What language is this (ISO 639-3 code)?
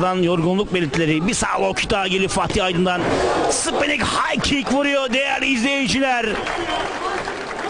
tur